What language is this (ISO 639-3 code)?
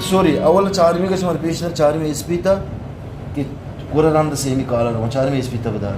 bgp